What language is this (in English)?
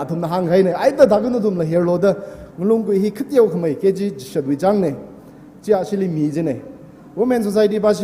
Tangkhul Naga (India)